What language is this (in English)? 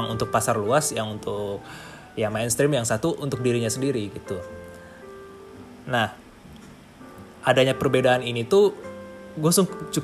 Indonesian